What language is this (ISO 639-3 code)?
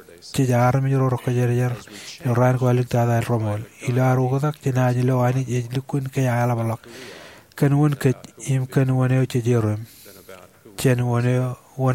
mah